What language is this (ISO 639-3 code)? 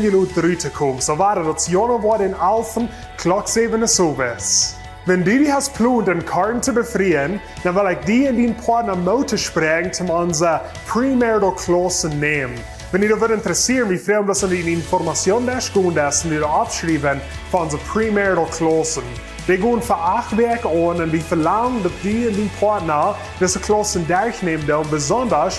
pdt